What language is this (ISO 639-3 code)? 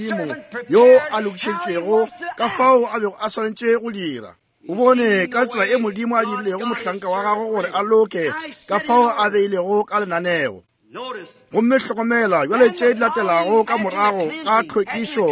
nso